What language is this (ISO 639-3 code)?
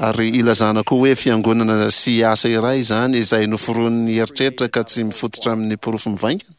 mlg